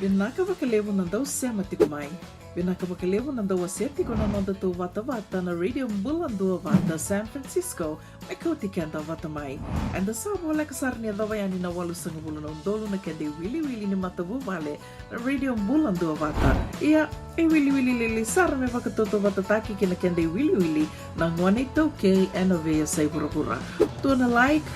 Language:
Fijian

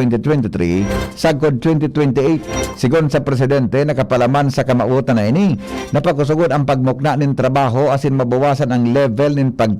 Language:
Bikol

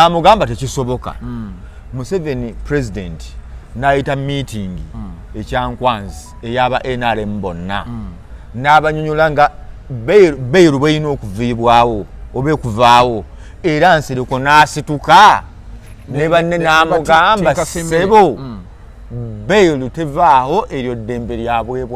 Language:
Ganda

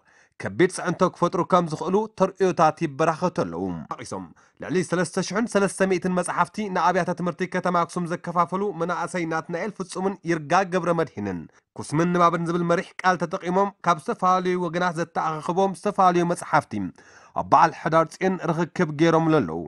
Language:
Tigrinya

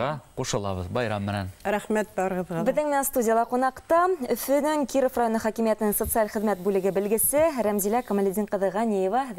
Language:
Bashkir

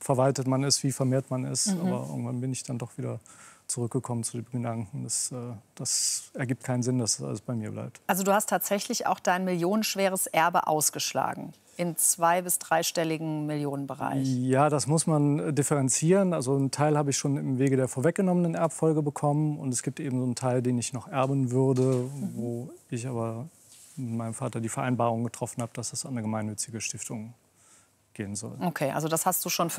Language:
German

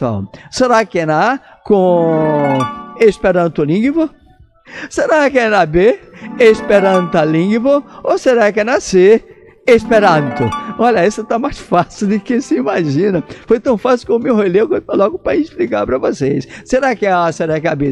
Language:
Portuguese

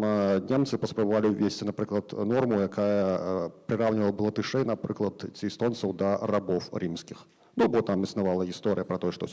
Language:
Belarusian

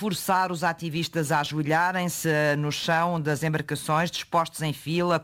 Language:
Portuguese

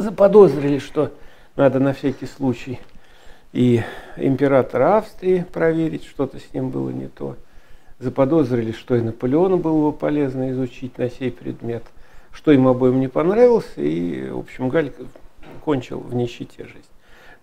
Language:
Russian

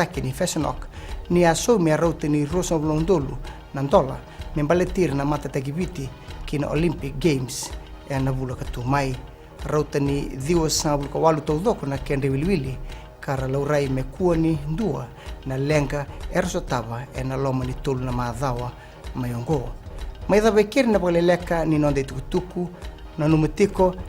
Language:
Fijian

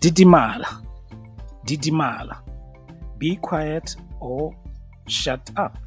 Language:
Tswana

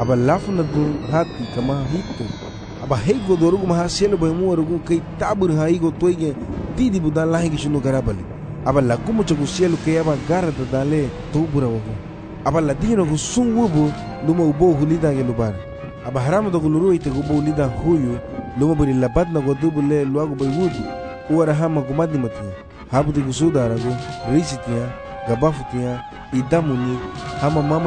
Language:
Garifuna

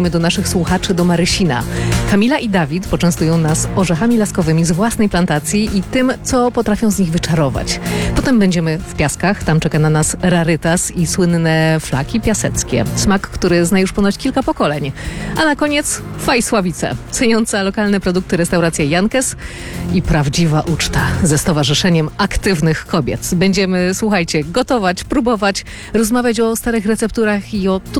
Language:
Polish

